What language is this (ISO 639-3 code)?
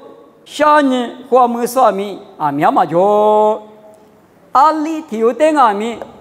lis